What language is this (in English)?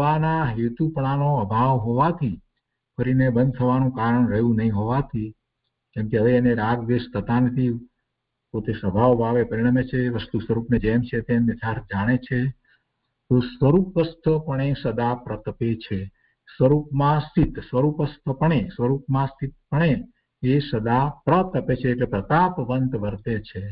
Gujarati